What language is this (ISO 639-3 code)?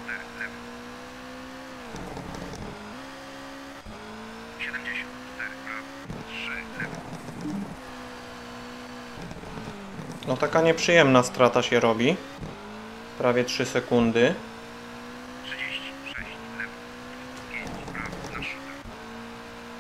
pol